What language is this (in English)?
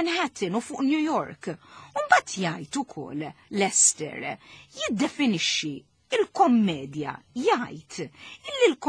Maltese